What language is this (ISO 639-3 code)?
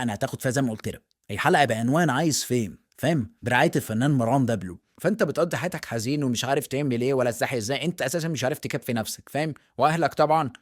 arz